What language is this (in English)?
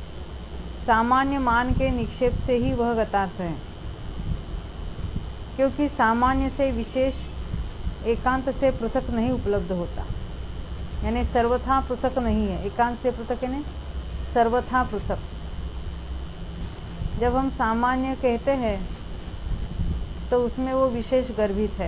Hindi